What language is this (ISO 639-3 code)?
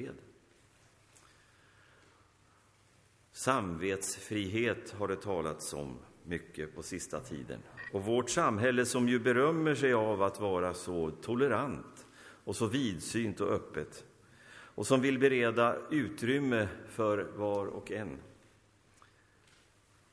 swe